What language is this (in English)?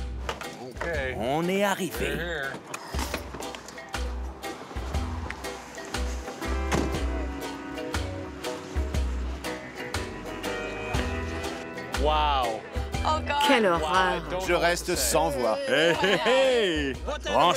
French